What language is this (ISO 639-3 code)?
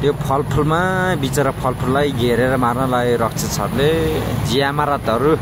nep